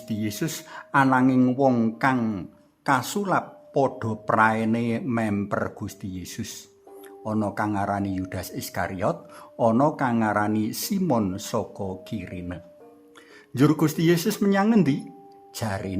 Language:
Javanese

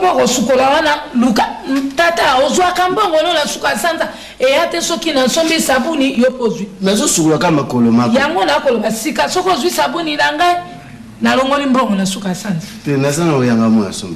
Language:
Lingala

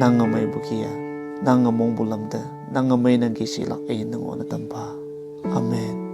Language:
Konyak Naga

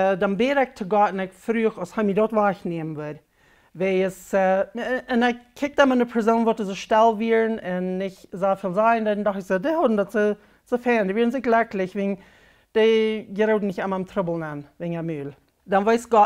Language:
Plautdietsch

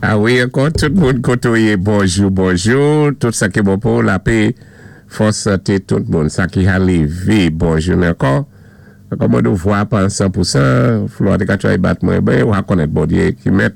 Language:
Saint Lucian Creole French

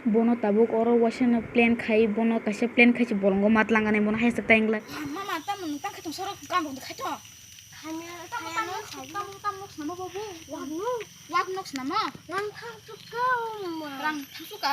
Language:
Kok Borok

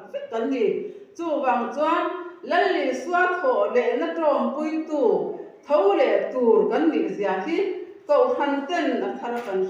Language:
Mizo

